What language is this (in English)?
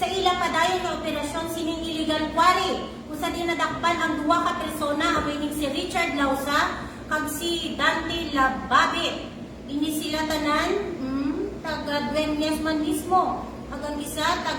Hiligaynon